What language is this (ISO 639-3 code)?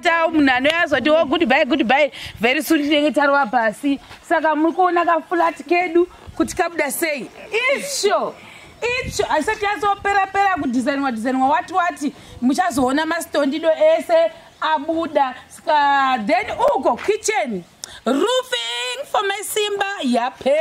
sna